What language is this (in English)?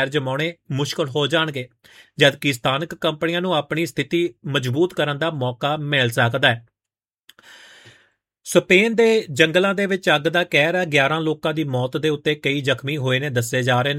Punjabi